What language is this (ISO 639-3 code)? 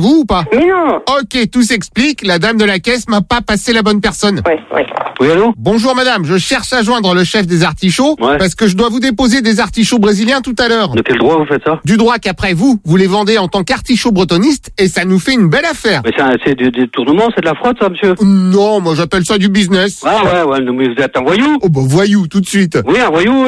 fra